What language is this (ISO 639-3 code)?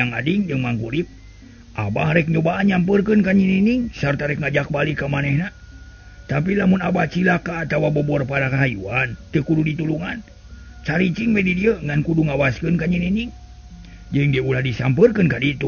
sun